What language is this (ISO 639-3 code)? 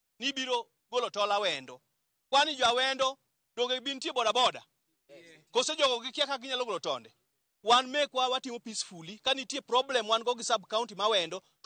luo